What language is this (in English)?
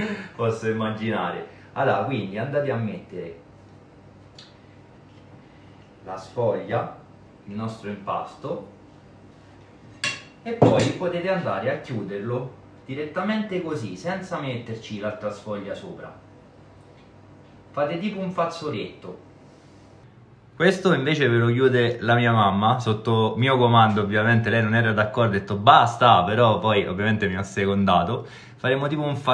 Italian